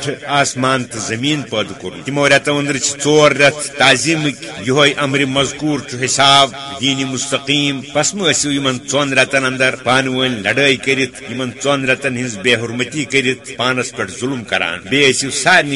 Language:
Kashmiri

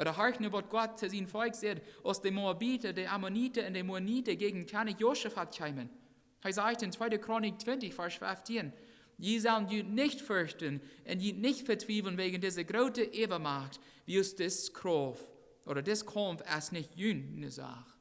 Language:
Plautdietsch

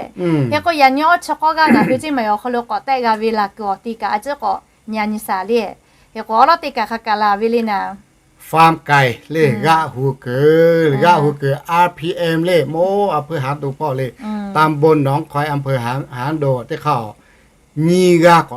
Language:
Lahu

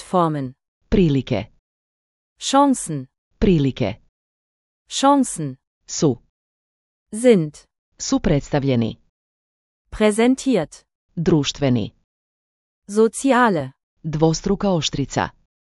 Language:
Slovenian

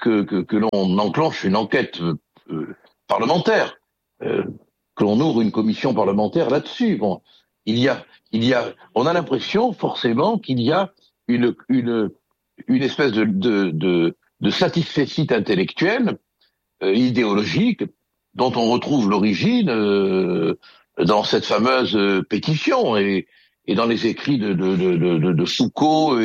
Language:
French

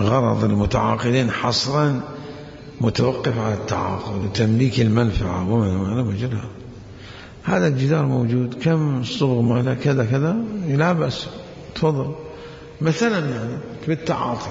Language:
Mesopotamian Arabic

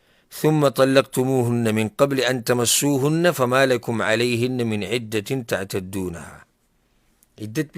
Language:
Pashto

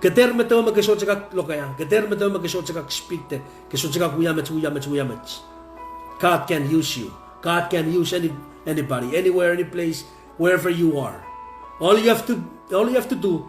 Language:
Pohnpeian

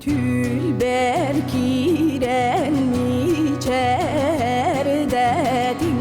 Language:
Yakut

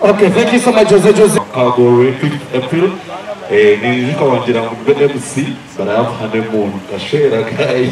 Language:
Nyankole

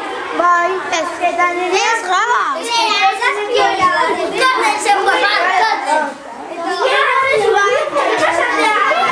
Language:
Basque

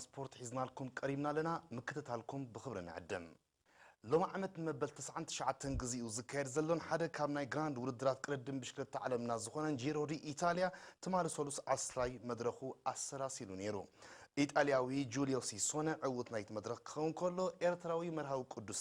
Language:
Tigrinya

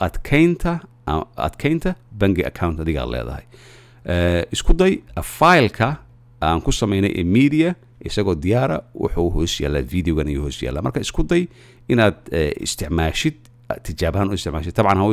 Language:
Somali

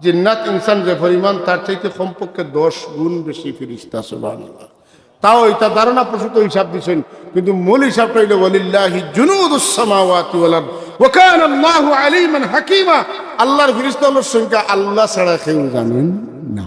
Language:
Sylheti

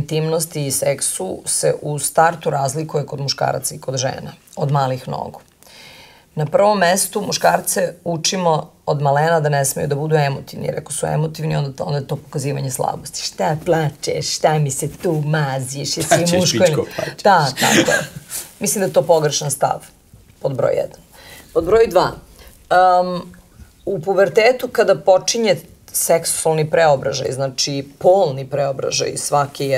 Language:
Serbian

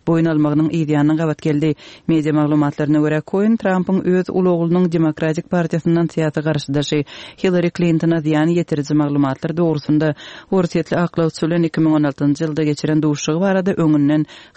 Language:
Turkmen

